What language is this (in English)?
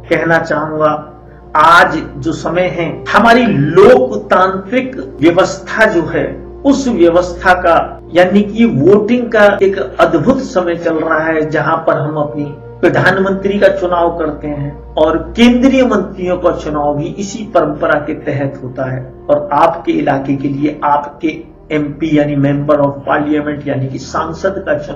Hindi